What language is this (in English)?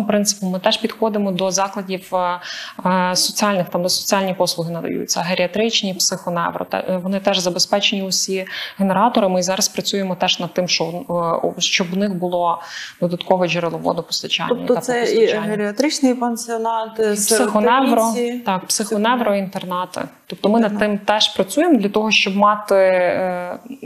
Ukrainian